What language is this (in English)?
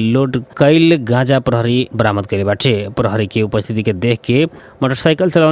Bhojpuri